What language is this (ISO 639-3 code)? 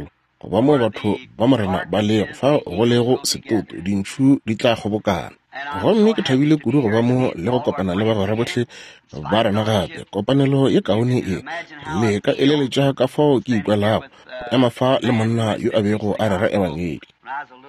nso